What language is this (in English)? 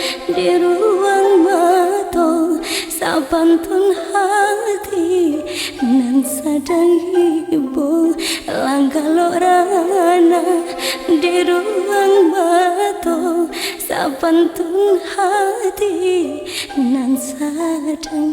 Minangkabau